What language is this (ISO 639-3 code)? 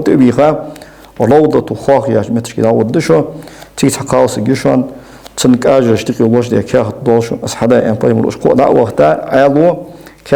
inh